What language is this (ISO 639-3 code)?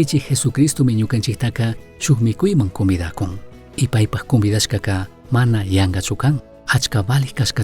qug